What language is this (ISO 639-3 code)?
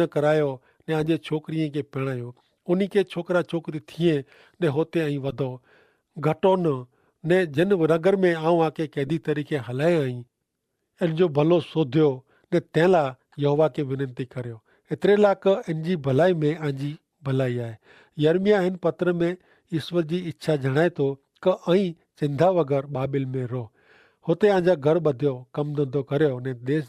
kfr